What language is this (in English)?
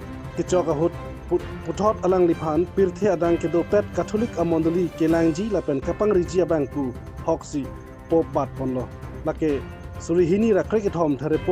Karbi